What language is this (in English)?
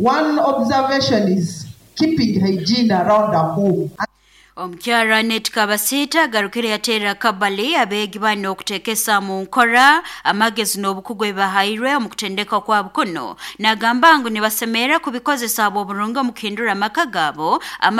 Nyoro